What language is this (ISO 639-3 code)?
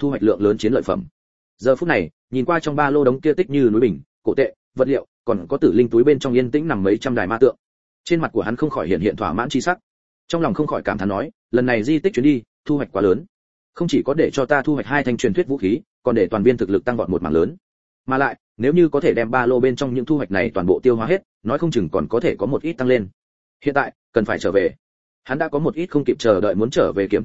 vie